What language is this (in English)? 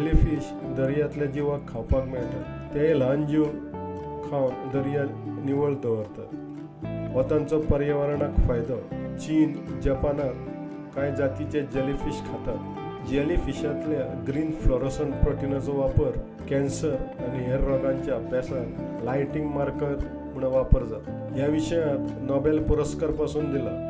Konkani